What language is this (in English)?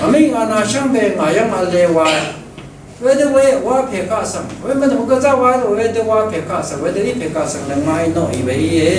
Rawang